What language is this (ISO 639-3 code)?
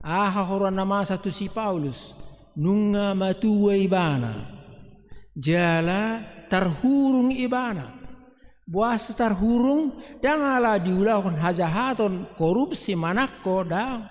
bbc